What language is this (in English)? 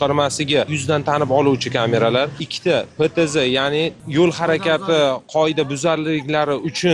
Uzbek